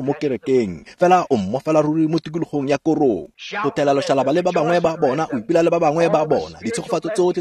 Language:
Tswana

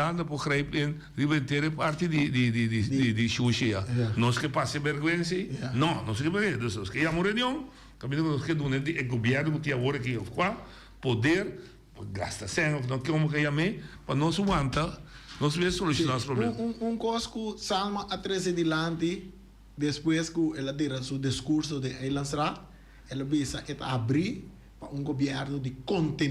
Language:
Papiamento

